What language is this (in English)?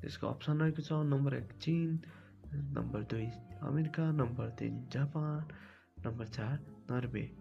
Nepali